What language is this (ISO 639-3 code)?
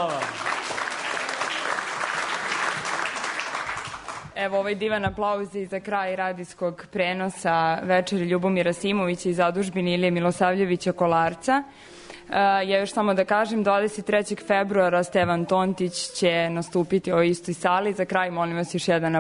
srp